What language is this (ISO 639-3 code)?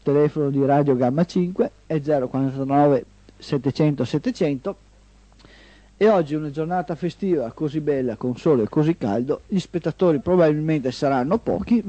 ita